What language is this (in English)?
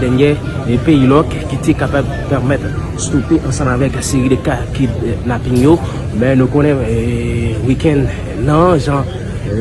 Haitian Creole